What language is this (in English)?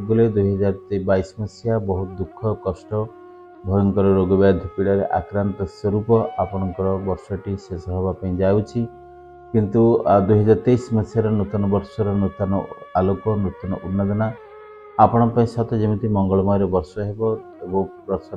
Odia